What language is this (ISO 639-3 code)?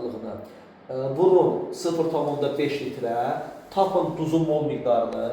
aze